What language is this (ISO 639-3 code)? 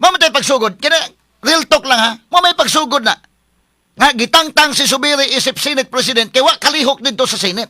ceb